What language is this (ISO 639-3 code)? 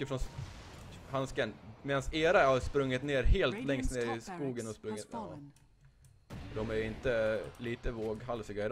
swe